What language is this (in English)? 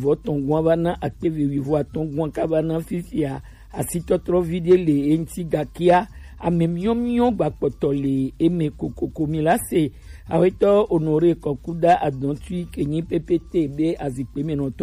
Gen